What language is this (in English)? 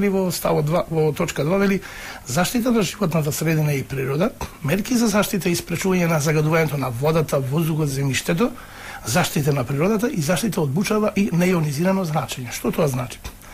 Macedonian